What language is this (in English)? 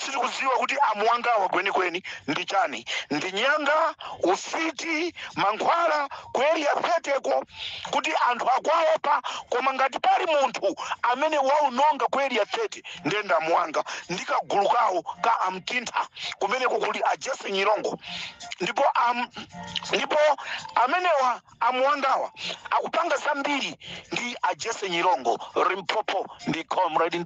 Nyanja